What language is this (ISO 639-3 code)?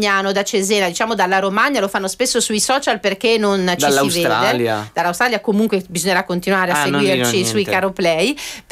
ita